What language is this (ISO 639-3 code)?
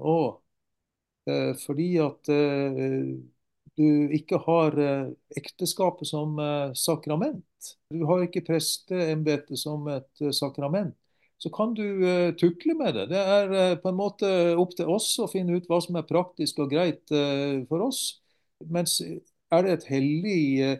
nor